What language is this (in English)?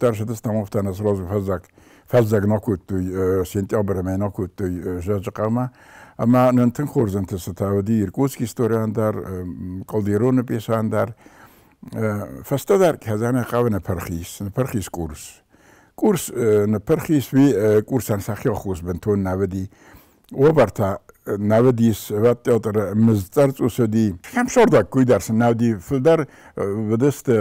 Ossetic